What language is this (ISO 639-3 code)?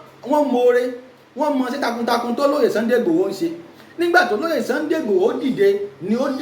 yor